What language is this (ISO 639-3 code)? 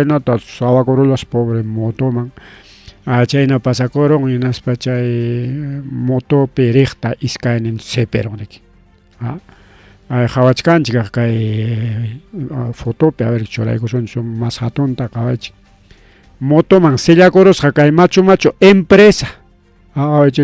quy